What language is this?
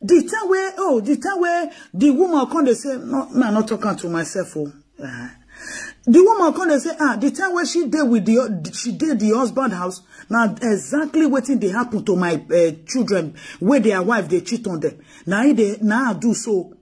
Nigerian Pidgin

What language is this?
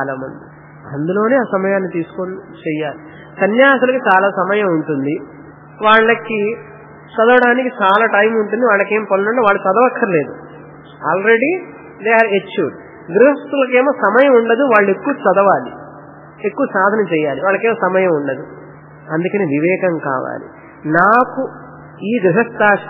Telugu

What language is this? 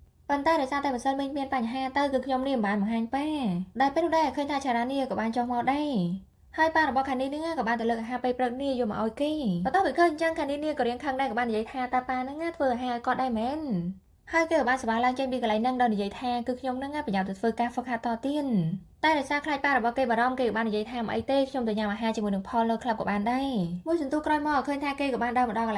Khmer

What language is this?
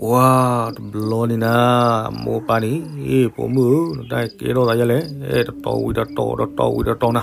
S'gaw Karen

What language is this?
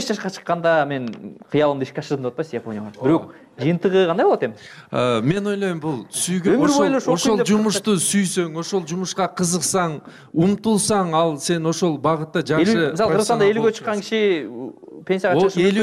Kyrgyz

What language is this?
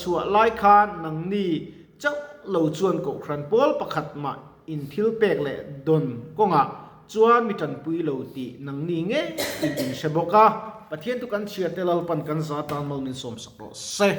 Mizo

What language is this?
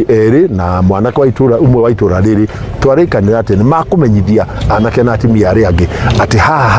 Kikuyu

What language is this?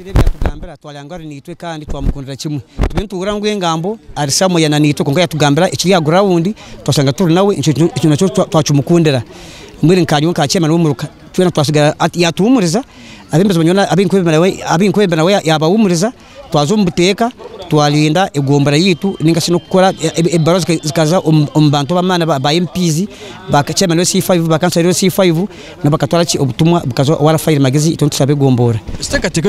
Nyankole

